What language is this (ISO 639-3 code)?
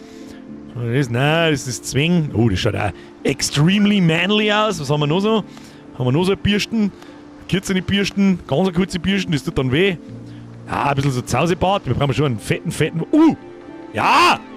bar